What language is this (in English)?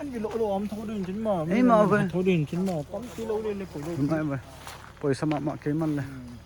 Paite Chin